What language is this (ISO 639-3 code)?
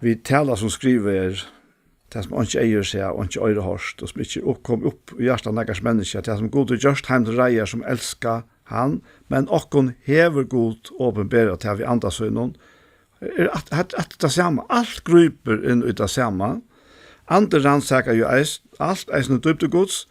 fao